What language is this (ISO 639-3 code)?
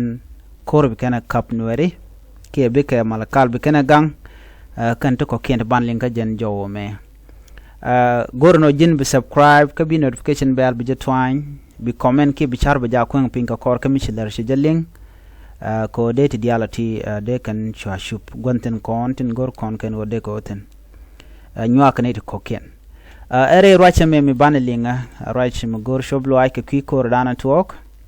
nus